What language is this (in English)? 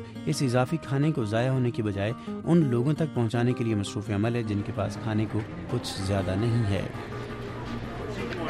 Urdu